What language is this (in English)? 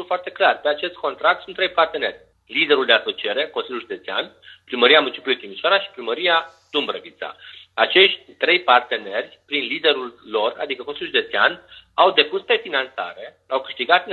Romanian